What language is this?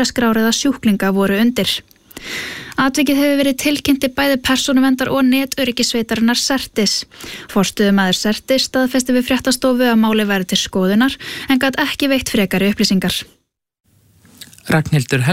Icelandic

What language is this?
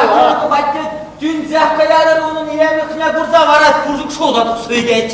Chuvash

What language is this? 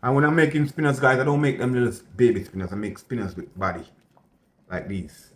Jamaican Creole English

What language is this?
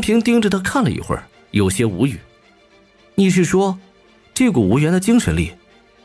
Chinese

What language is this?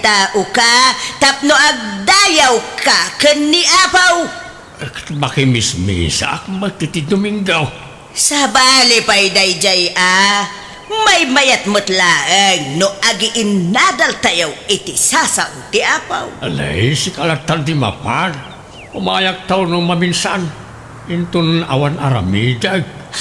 Iloko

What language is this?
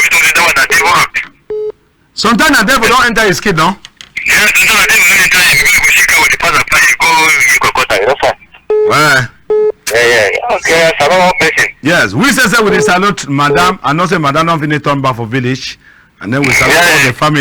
Cameroon Pidgin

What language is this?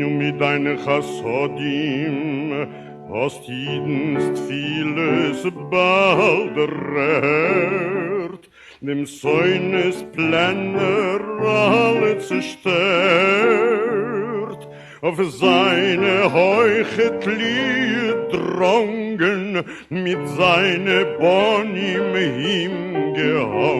Yiddish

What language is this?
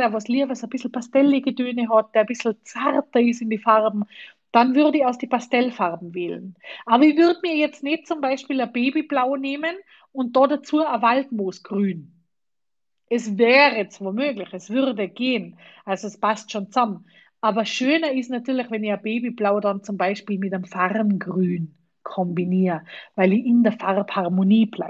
German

